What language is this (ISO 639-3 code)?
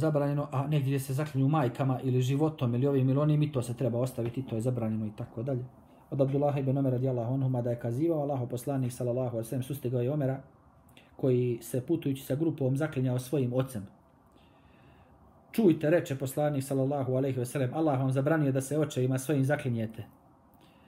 bos